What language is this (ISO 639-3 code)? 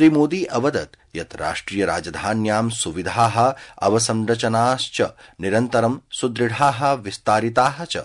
san